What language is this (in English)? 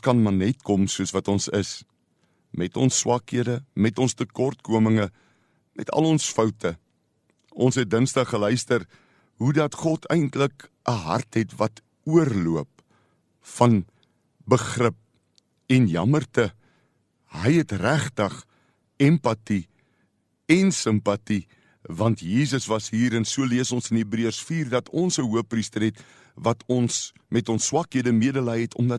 Afrikaans